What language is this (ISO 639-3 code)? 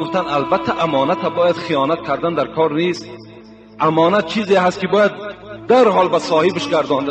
tgk